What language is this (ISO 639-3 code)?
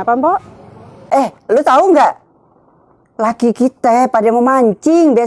bew